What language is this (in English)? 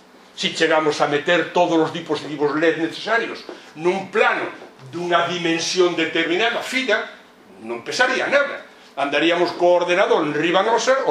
Galician